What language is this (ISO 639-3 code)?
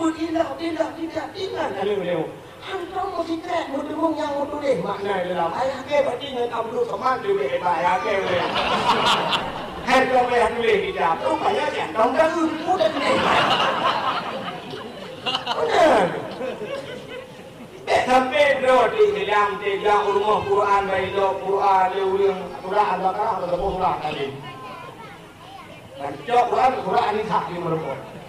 msa